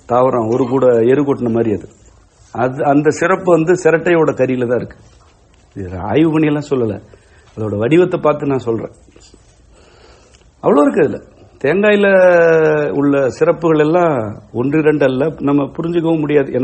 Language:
Tamil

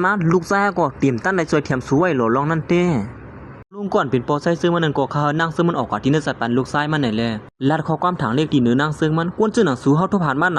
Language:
Shan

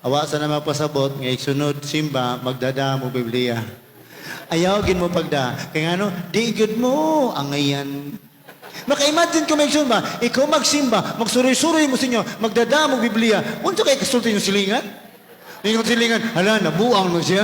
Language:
Cebuano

